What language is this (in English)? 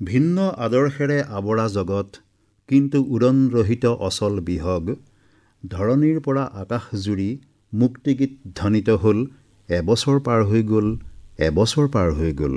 Assamese